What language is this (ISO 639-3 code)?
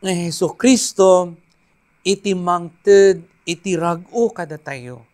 ilo